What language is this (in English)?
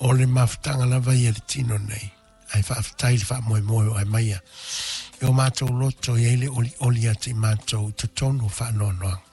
Samoan